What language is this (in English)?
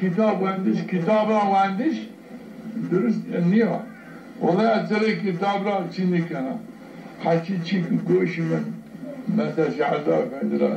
Zaza